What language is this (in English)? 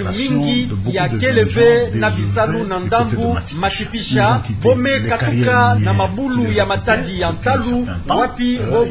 Kituba (Democratic Republic of Congo)